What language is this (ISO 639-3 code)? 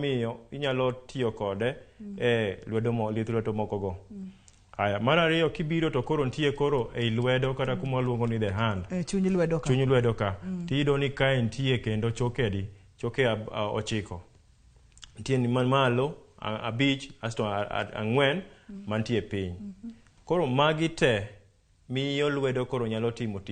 luo